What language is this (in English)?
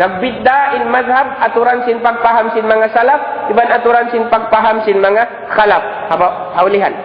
Tausug